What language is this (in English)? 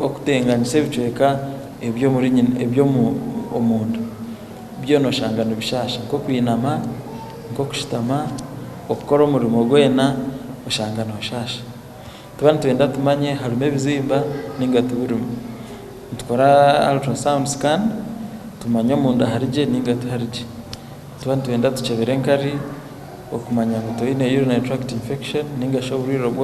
Nyankole